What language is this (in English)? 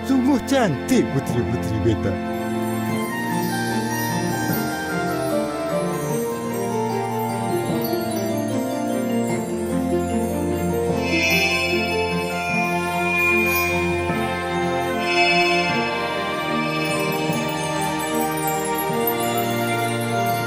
Malay